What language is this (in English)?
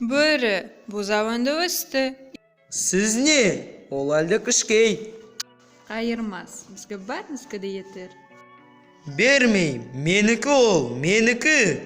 Nogai